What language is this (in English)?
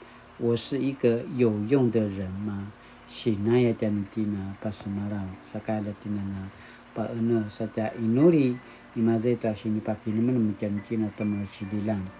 Paiwan